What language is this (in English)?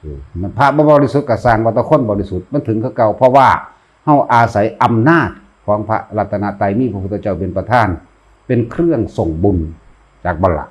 Northeastern Thai